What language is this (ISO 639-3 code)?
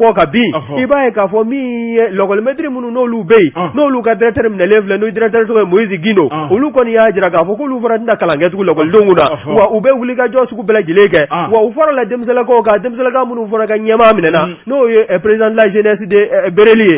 bam